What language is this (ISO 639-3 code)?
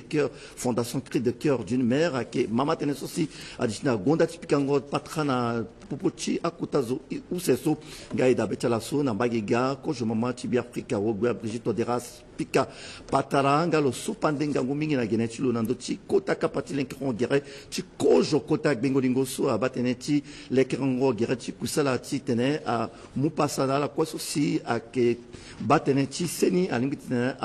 sag